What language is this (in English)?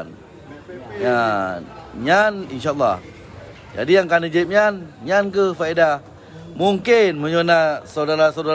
Achinese